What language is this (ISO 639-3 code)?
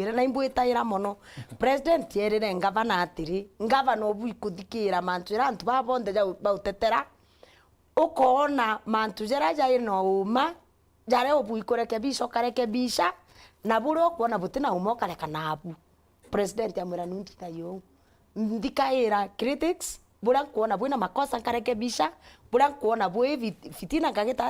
mer